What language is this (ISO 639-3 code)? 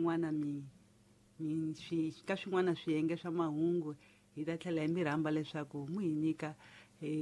tso